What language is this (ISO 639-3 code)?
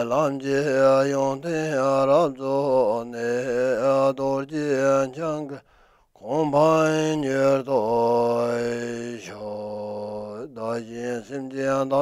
bod